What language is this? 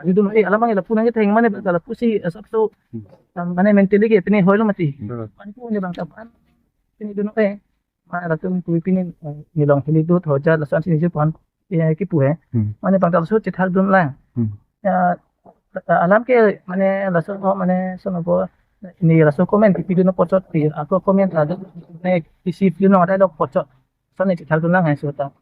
Karbi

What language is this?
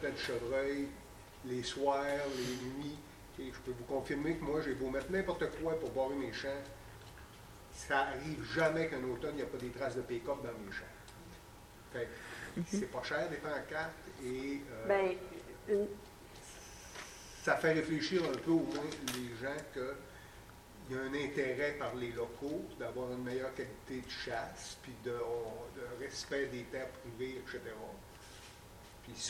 French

